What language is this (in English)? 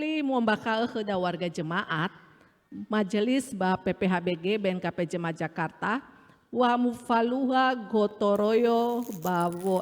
Nias